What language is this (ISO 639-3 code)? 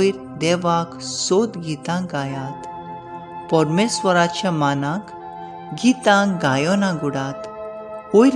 kok